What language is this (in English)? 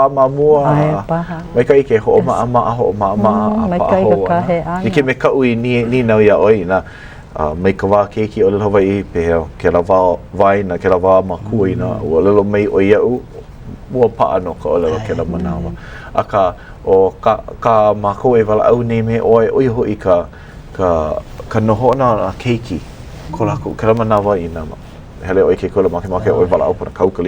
Hawaiian